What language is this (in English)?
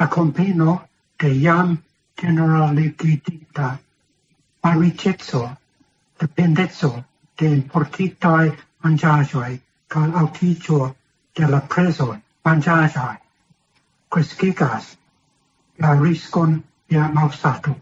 Esperanto